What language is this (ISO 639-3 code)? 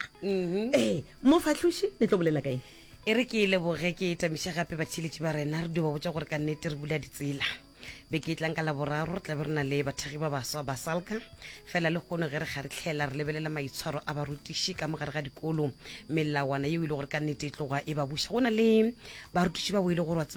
nso